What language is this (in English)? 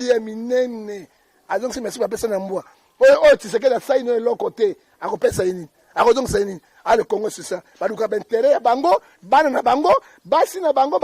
Lingala